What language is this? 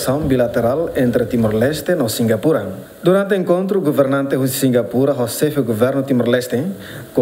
Tetum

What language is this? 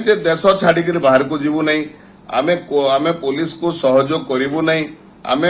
Odia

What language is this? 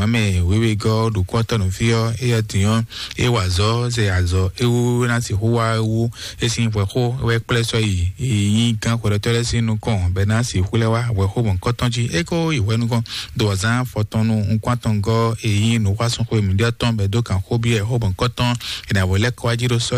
Fon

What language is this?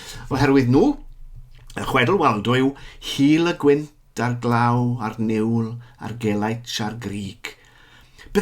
Welsh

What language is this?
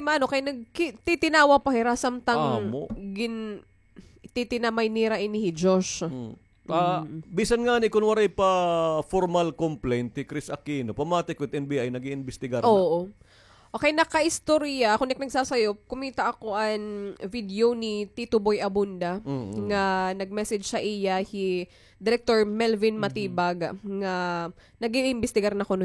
Waray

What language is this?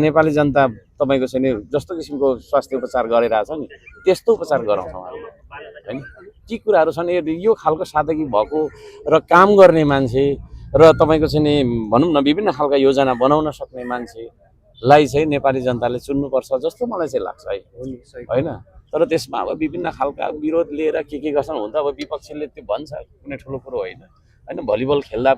Nepali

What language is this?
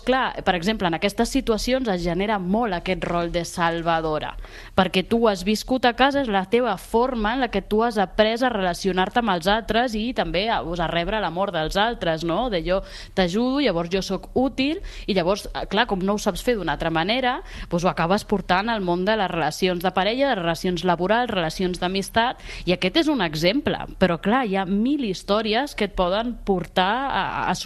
Catalan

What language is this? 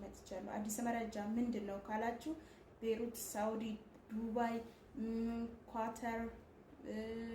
Amharic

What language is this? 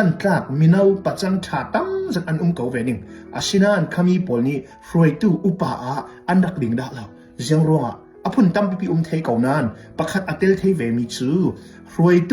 Hakha Chin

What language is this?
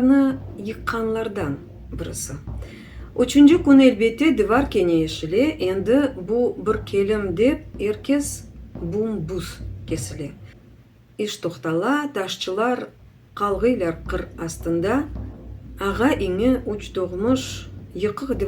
Crimean Tatar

